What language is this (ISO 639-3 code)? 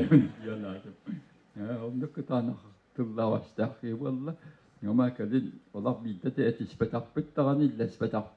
sah